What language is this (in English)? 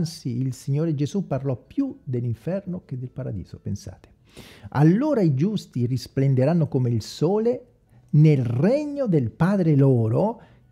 Italian